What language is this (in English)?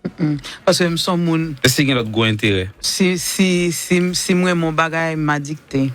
Haitian Creole